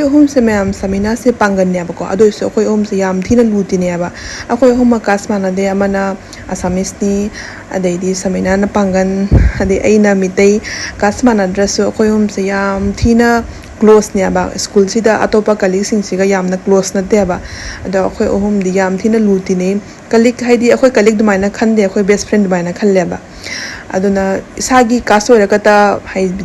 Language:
Manipuri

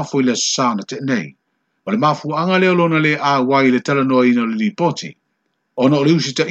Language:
Samoan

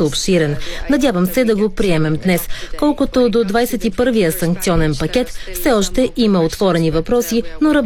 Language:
Bulgarian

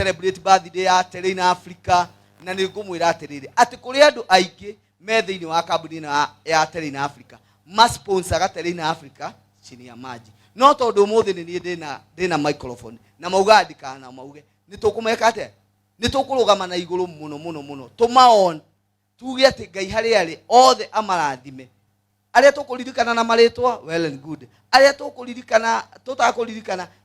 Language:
Kikuyu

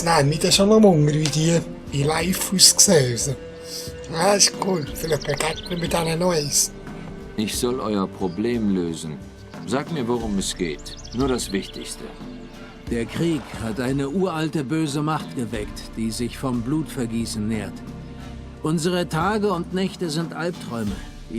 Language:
Swiss German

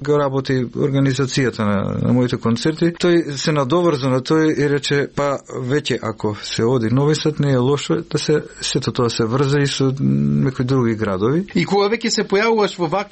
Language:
Macedonian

